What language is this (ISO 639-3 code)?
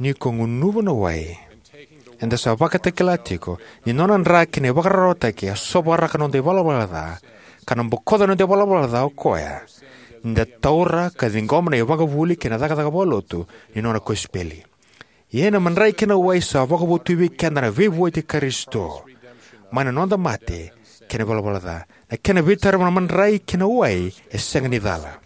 fij